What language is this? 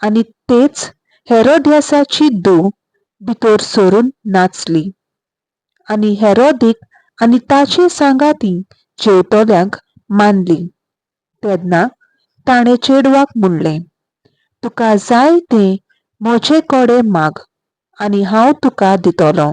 Konkani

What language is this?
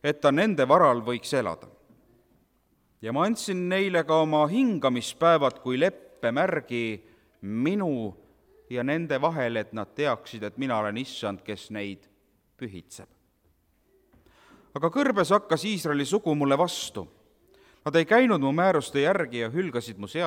Estonian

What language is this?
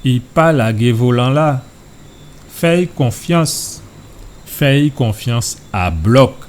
Guadeloupean Creole French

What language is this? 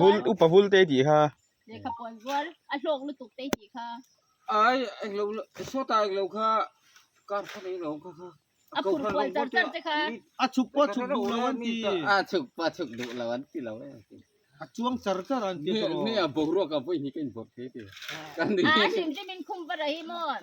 Mizo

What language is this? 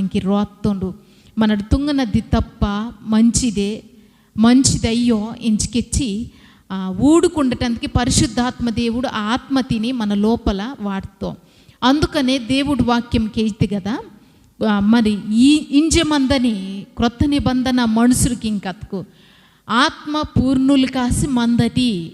Koya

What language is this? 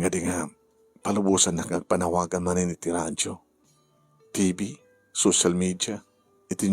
Iloko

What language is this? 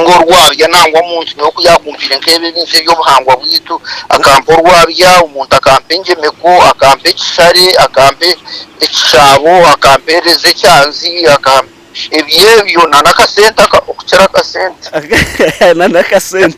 Nyankole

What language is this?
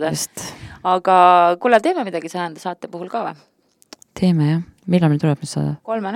Estonian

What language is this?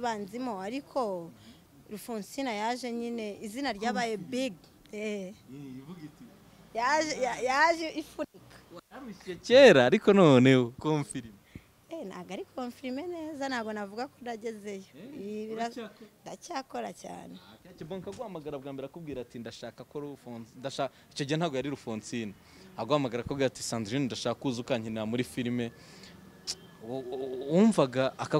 Kinyarwanda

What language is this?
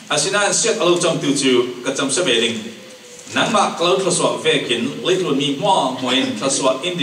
Falam Chin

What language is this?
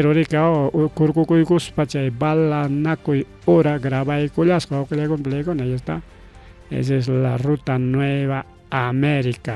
Ayacucho Quechua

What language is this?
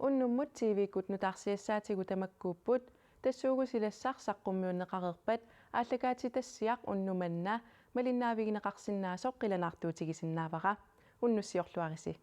Kalaallisut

